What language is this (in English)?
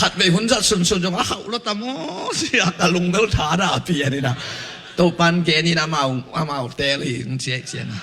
Tedim Chin